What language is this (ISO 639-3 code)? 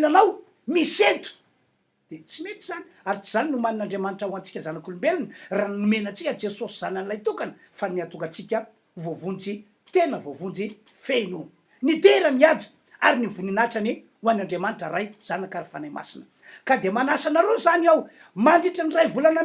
mlg